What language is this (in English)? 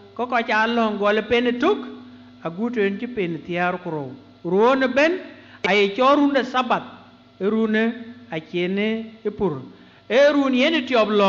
Dinka